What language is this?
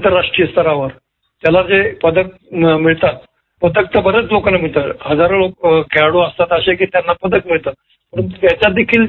Marathi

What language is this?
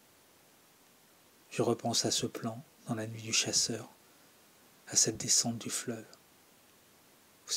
French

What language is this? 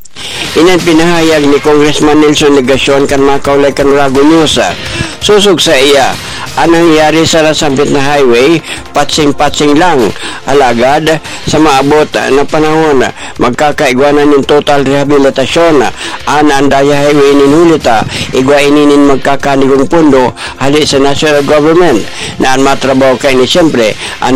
Bikol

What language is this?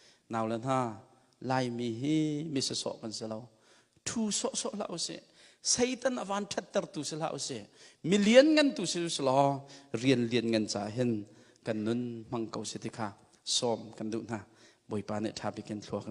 Hakha Chin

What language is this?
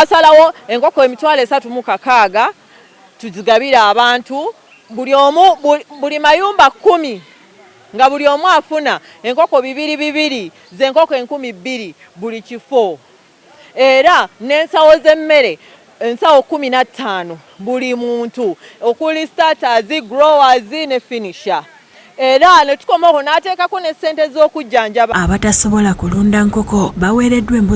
Ganda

